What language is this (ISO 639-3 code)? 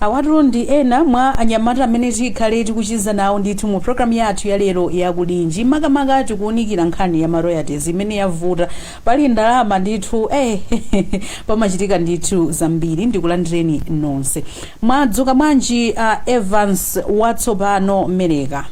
nya